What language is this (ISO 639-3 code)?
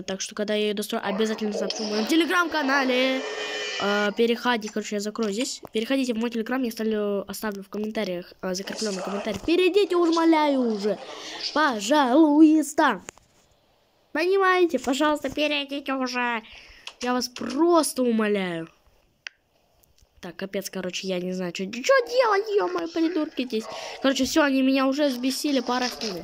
rus